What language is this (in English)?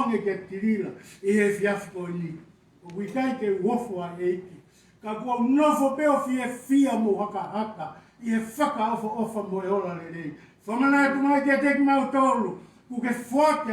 Tongan